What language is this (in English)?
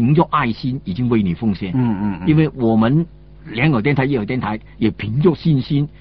Chinese